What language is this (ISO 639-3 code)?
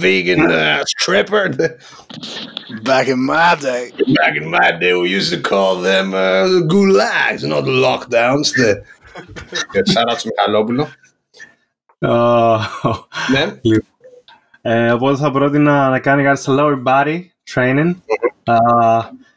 ell